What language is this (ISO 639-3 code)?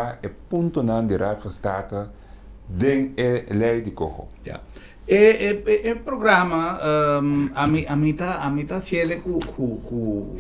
pap